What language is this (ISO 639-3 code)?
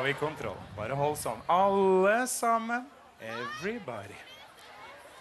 nor